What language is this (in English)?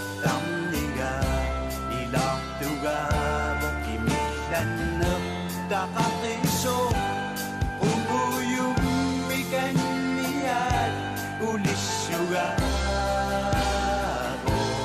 Kalaallisut